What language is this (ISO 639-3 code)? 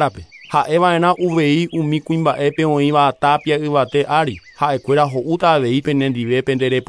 grn